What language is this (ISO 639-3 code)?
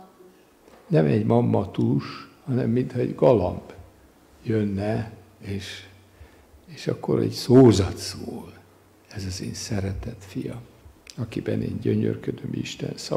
hun